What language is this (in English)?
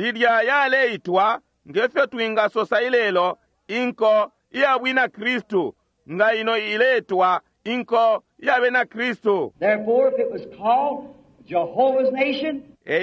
Bemba